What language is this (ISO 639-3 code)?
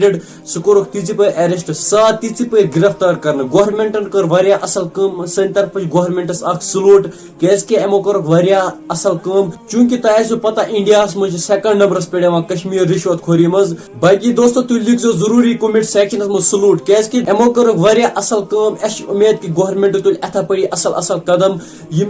kas